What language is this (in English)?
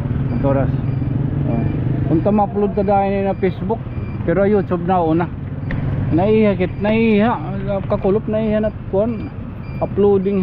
Waray